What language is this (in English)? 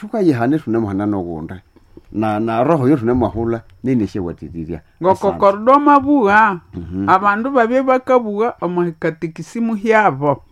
Nande